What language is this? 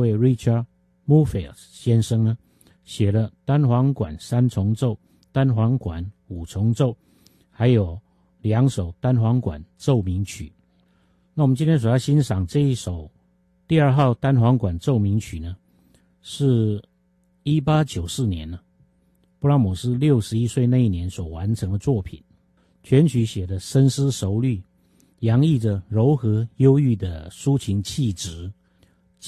Chinese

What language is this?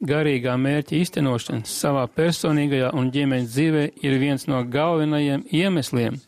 Latvian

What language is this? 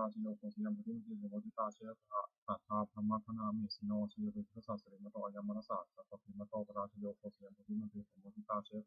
Pali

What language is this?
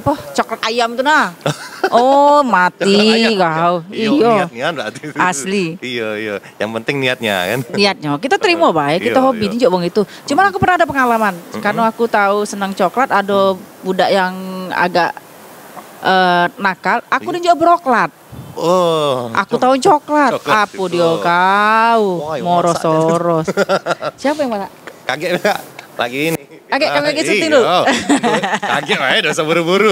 Musi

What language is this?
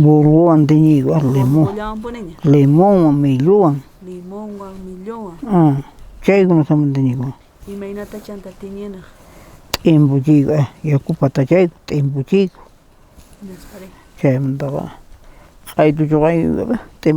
South Bolivian Quechua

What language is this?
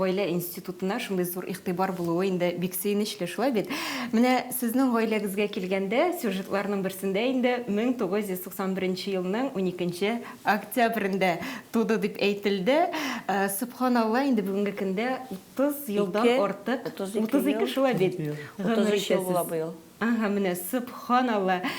Tatar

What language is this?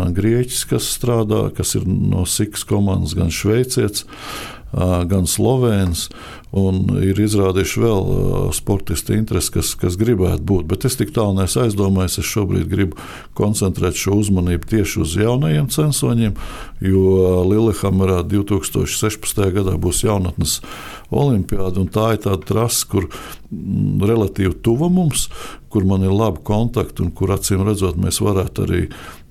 Latvian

